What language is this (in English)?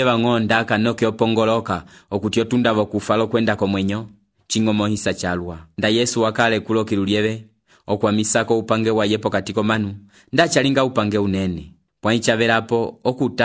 Umbundu